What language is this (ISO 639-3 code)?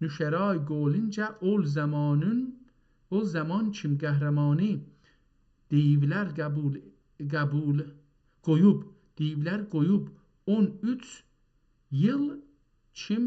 azb